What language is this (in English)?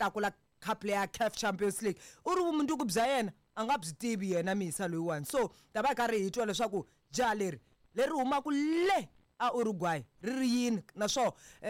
Tsonga